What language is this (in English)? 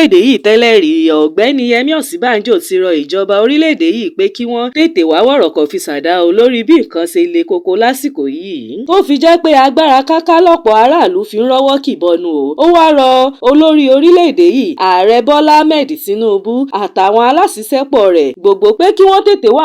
Yoruba